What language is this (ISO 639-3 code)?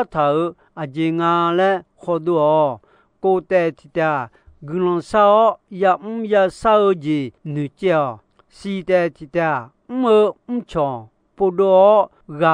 ahk